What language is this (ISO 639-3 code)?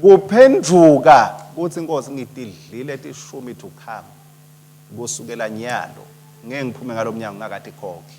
ssw